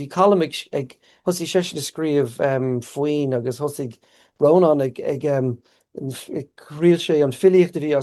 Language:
Irish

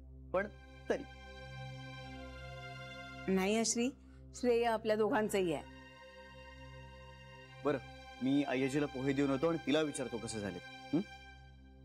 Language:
Marathi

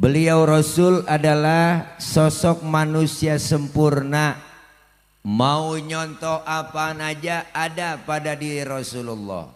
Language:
Betawi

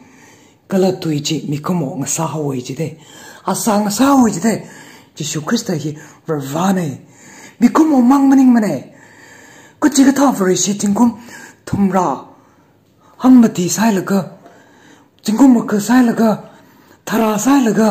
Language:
Tangkhul Naga (India)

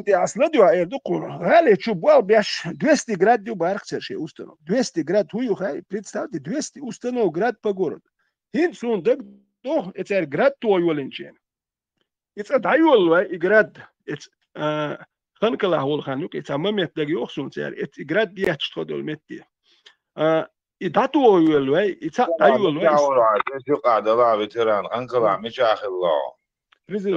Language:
Chechen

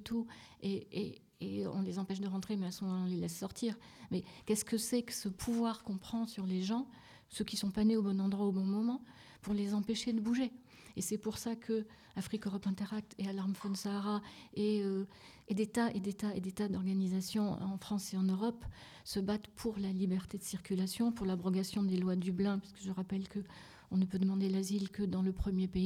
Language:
French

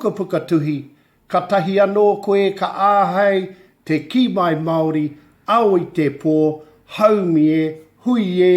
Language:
Māori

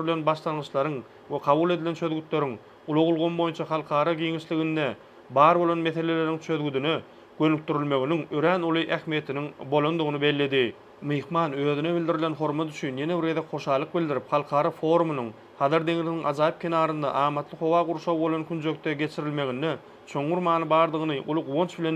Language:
Turkmen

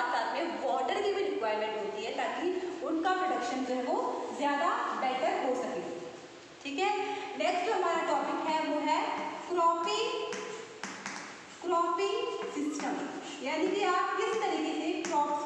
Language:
Hindi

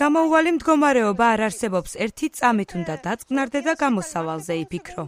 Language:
Georgian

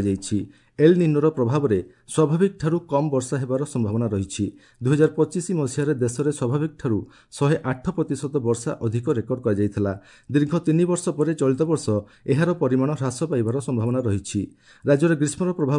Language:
Odia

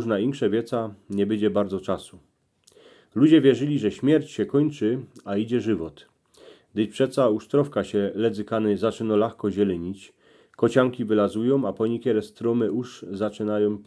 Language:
Silesian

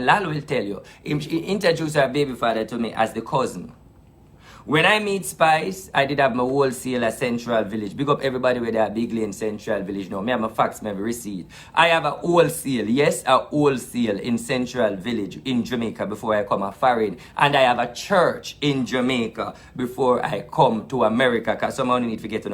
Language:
Jamaican Creole English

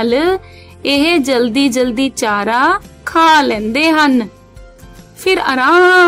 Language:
Punjabi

